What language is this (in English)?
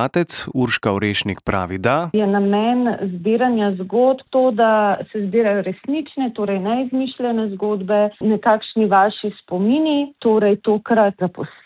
Slovenian